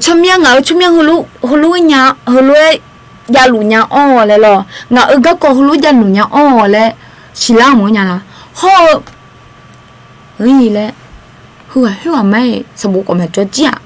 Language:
Akha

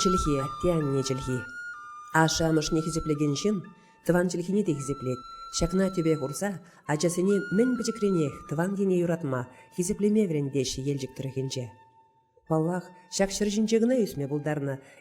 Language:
Chuvash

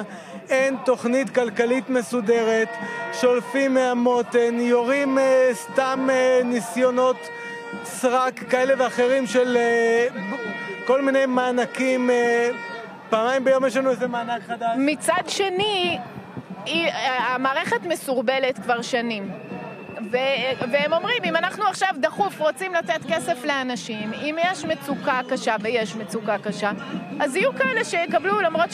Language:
Hebrew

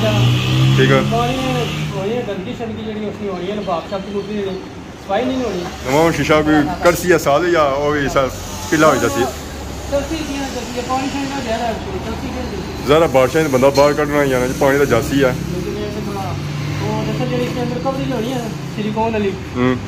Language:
Pahari-Potwari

